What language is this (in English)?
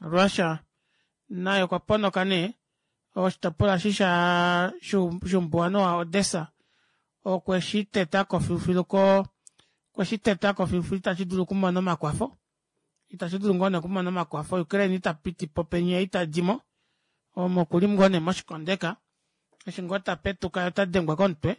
Kuanyama